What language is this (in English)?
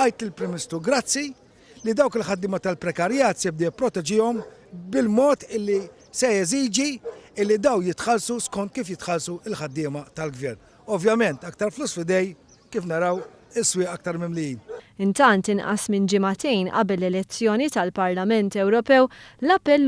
Maltese